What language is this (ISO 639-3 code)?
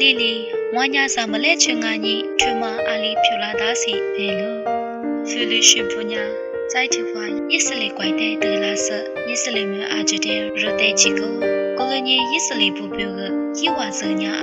lis